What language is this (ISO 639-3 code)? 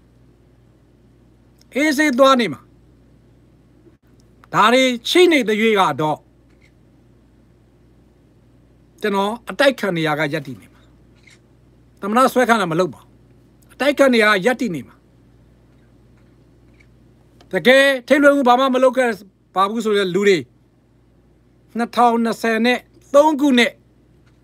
mya